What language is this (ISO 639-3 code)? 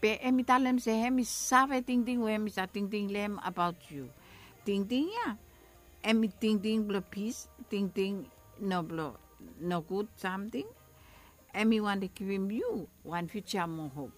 bis